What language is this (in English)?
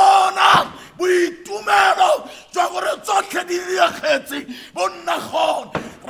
Tswana